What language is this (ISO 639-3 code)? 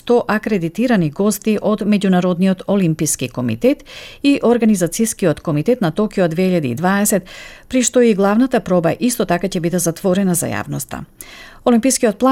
mkd